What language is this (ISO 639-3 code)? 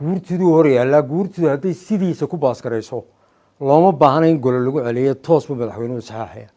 som